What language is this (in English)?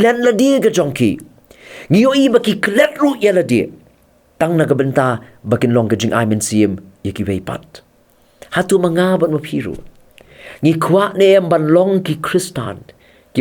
Khasi